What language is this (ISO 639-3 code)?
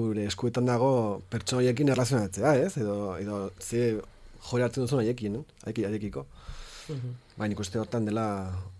eus